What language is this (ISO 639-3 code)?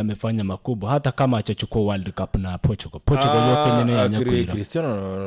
guz